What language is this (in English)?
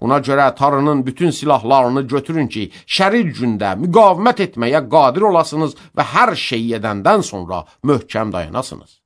Azerbaijani